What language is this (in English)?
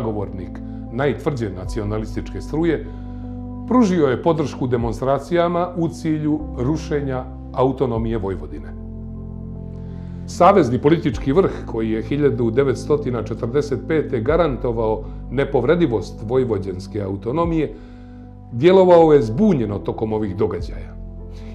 Bosnian